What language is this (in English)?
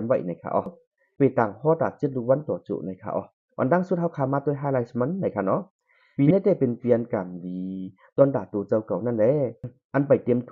Shan